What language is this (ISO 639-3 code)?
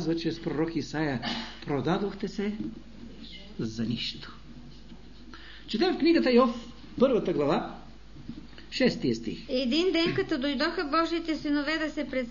bul